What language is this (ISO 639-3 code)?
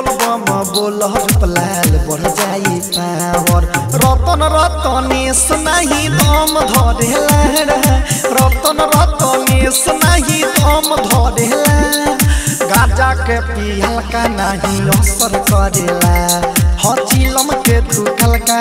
bho